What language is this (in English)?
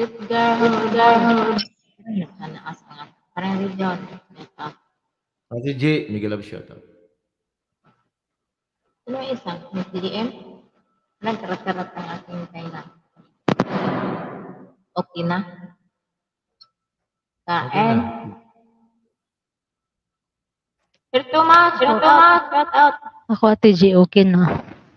Filipino